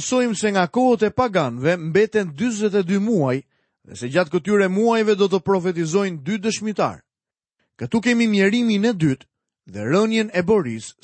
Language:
Albanian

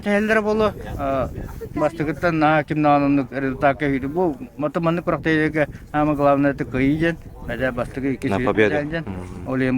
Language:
Yakut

